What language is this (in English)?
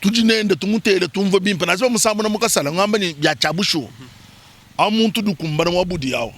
Luba-Lulua